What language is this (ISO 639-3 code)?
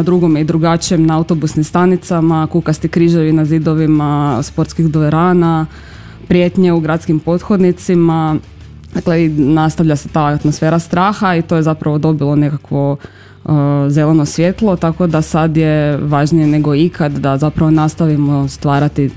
hrv